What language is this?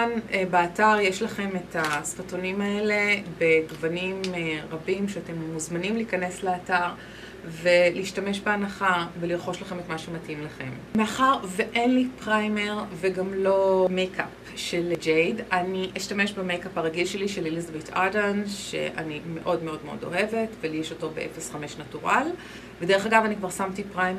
Hebrew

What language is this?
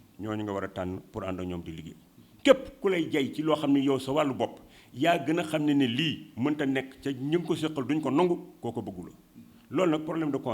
Wolof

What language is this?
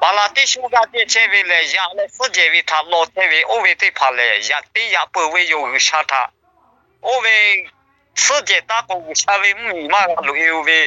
Lahu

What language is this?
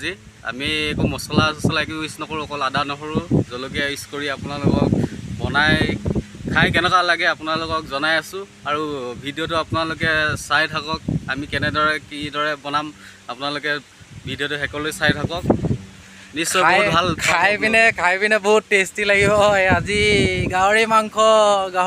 Assamese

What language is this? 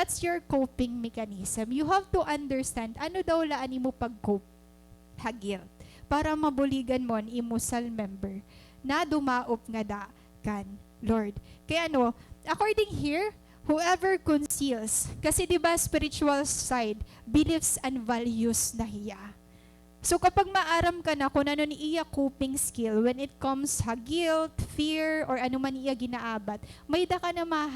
Waray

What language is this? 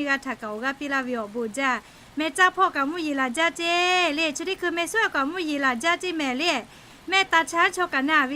Lahu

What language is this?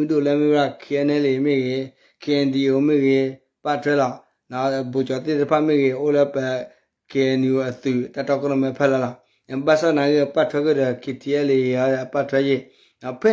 S'gaw Karen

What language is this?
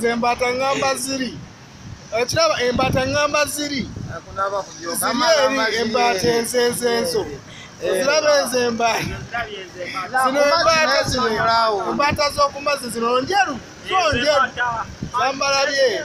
Shona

